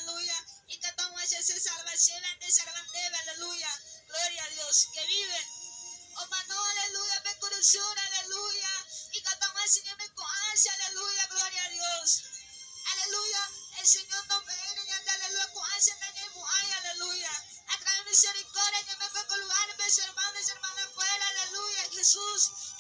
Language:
Guarani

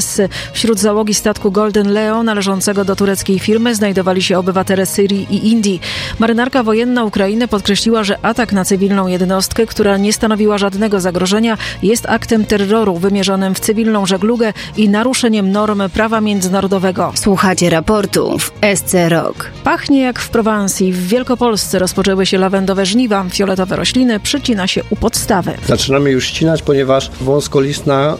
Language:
Polish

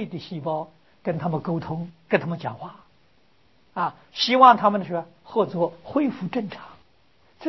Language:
Chinese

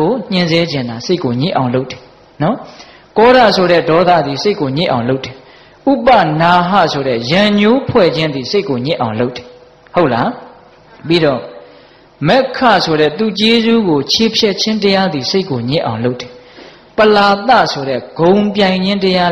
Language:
Burmese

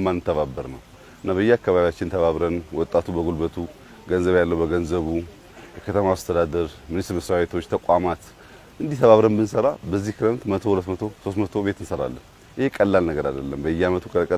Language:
Amharic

